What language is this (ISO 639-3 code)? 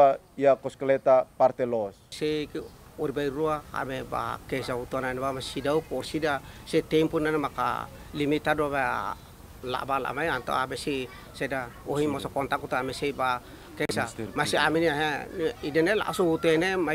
tet